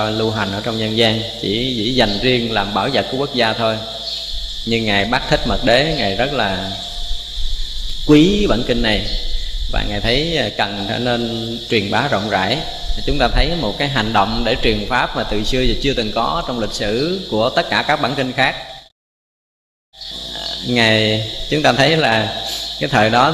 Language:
Vietnamese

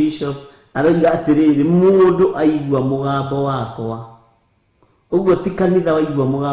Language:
Kikuyu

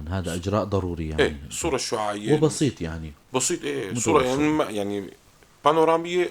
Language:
North Levantine Arabic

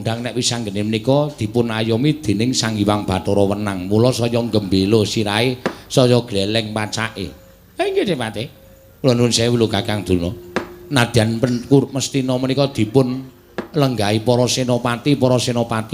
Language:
Javanese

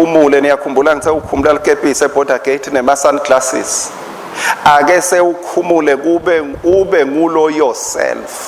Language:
Swati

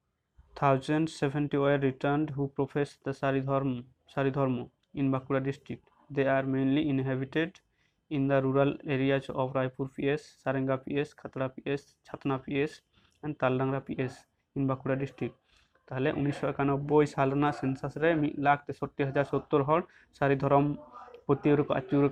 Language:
Santali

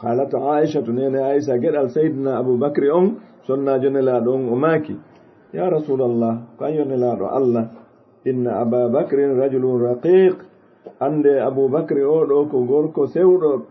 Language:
Fula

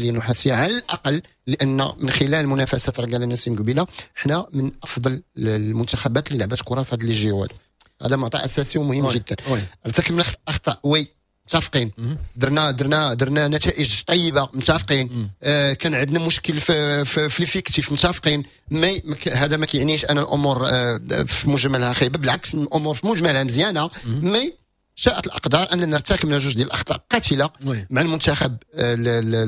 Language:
Moroccan Arabic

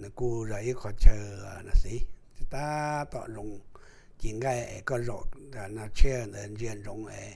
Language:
Hmong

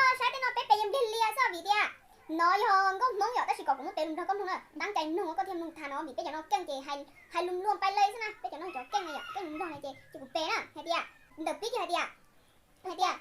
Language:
Hmong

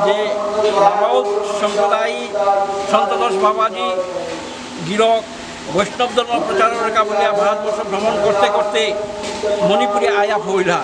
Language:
Bishnupriya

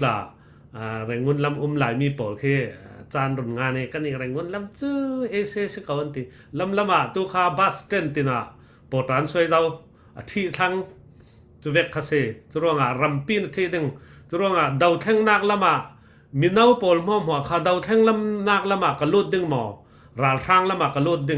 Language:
Falam Chin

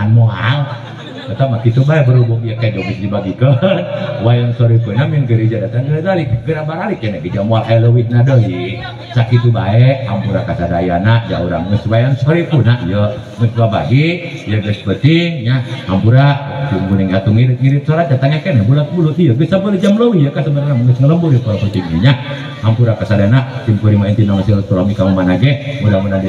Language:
Sundanese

